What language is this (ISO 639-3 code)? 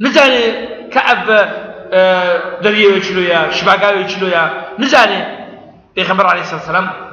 kur